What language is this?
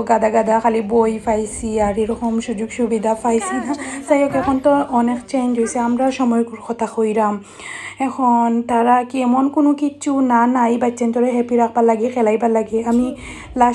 Sylheti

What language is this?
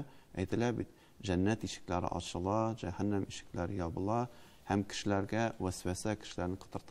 Tatar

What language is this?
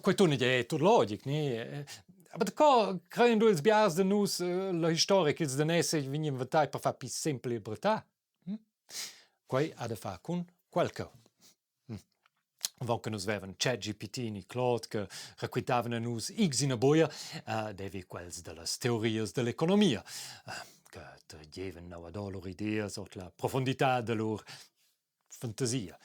Romansh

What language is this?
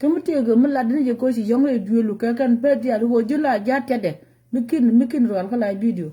Nuer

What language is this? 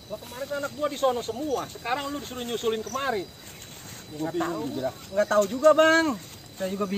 Betawi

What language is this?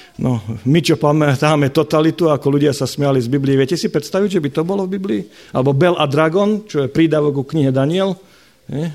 Slovak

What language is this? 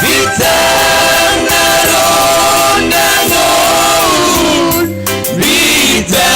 Batak Simalungun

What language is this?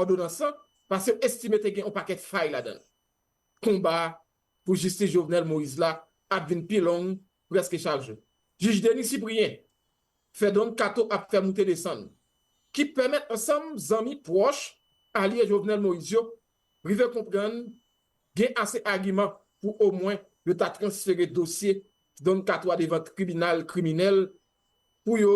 Haitian Creole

